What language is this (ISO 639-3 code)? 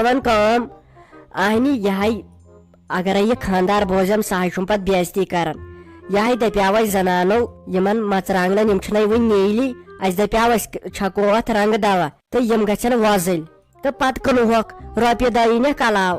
kas